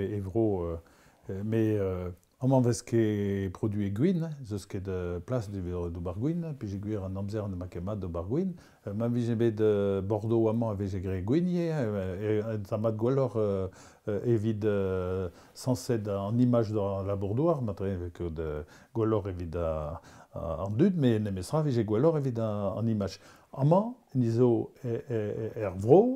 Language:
Breton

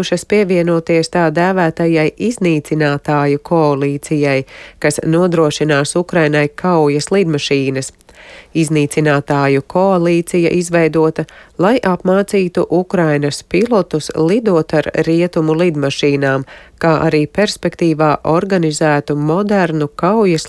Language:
Latvian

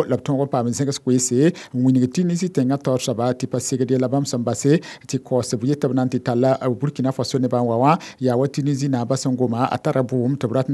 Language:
Mossi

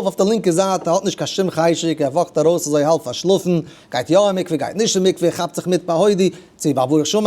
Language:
Yiddish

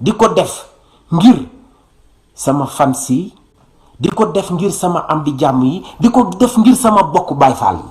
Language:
Wolof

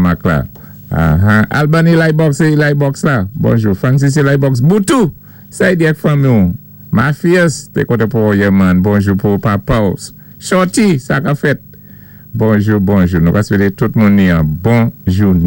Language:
Saint Lucian Creole French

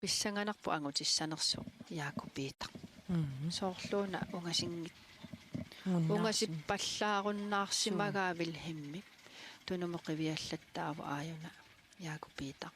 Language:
Kalaallisut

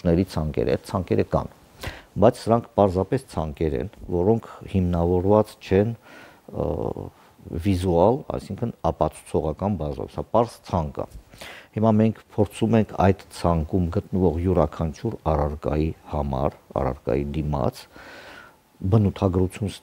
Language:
Armenian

